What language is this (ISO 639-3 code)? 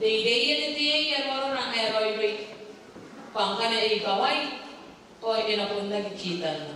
gil